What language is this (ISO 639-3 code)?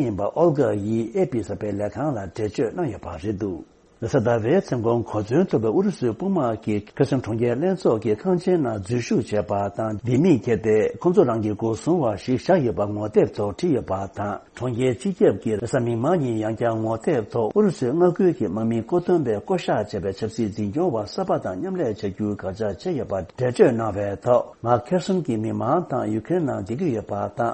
bod